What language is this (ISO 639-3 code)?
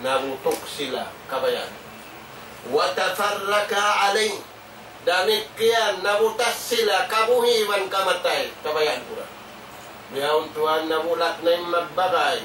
tsg